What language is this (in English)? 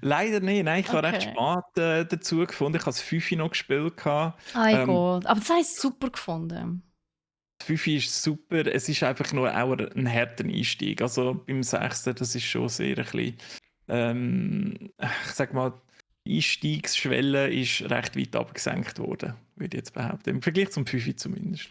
Swiss German